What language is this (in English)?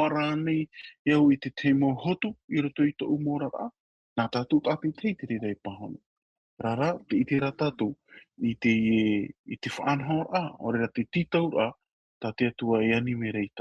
Tahitian